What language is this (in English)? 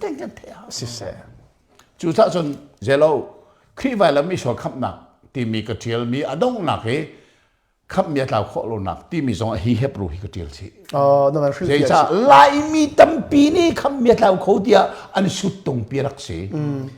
Hakha Chin